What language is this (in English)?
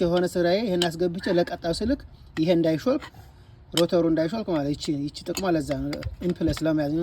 Amharic